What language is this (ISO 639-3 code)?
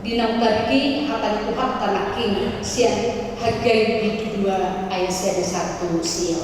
bbc